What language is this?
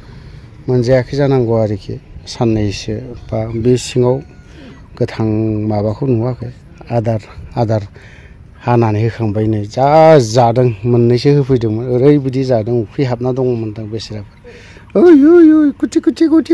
Bodo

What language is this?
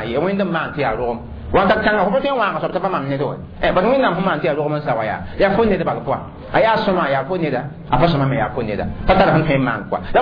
Mossi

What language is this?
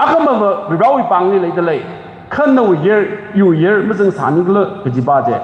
Tangkhul Naga (India)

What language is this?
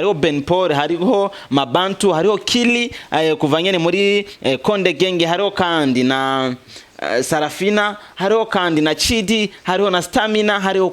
Rundi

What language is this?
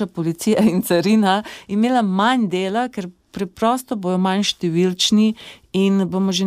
Slovenian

